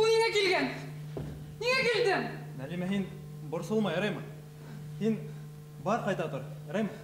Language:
Bashkir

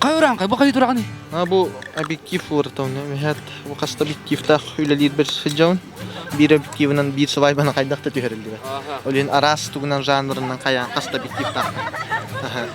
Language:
Yakut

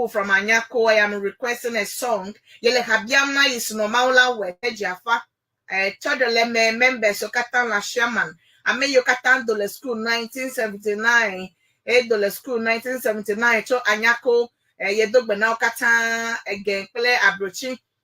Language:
Ewe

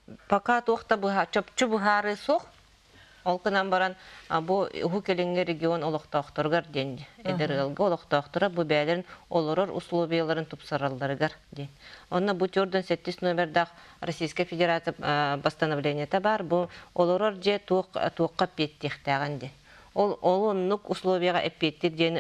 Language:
Yakut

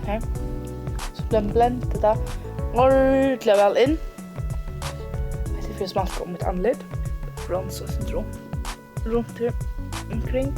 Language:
Faroese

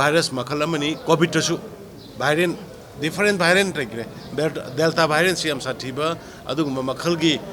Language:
Manipuri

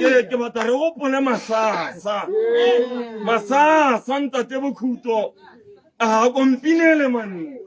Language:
Tswana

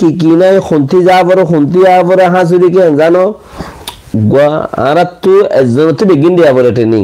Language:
Rohingya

